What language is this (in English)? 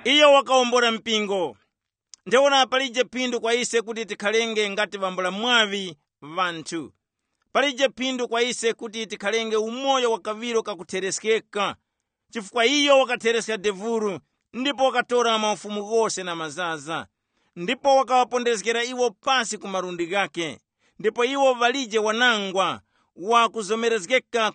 Tumbuka